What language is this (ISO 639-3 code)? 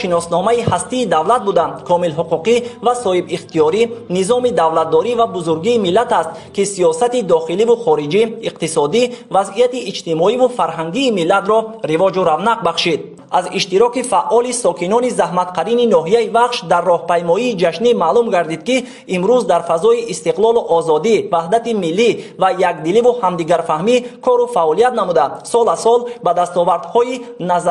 tgk